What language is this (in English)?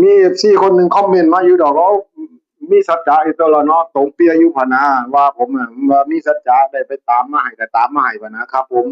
Northeastern Thai